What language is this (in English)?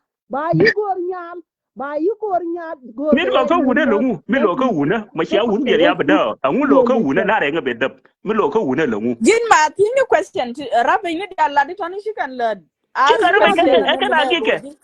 Nuer